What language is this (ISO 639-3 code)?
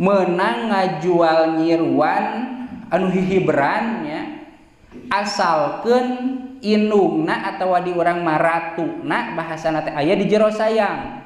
sun